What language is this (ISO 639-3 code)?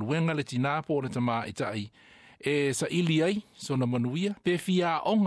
smo